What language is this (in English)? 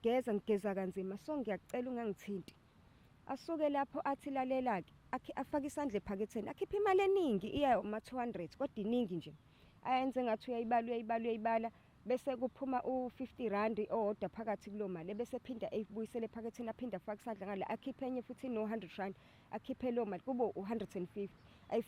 Zulu